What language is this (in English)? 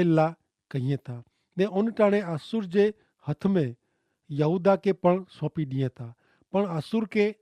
Kachhi